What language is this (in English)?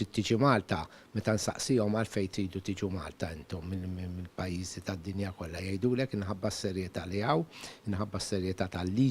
Maltese